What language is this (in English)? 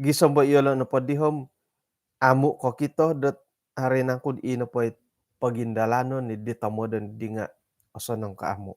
Central Dusun